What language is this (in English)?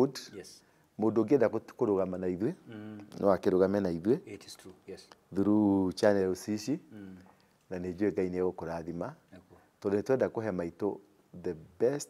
Kikuyu